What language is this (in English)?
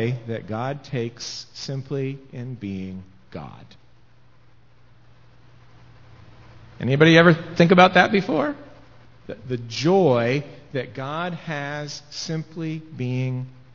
English